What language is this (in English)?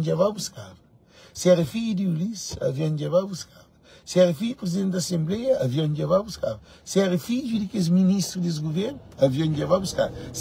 Kabuverdianu